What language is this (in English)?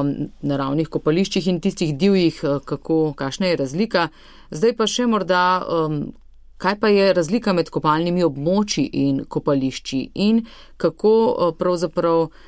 Slovenian